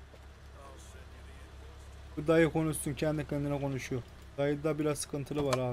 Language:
Turkish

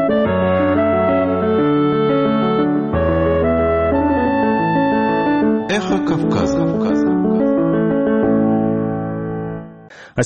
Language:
Russian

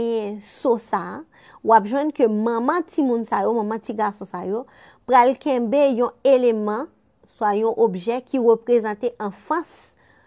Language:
Haitian Creole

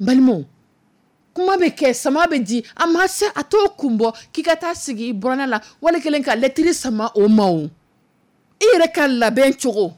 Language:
Dyula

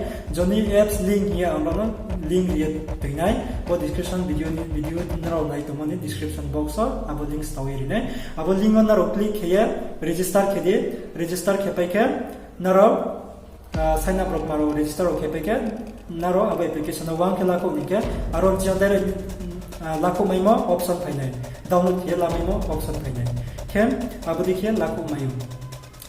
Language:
Riang (India)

